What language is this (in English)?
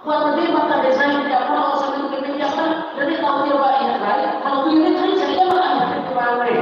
Tetum